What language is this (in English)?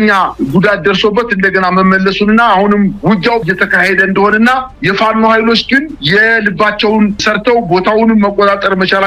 Amharic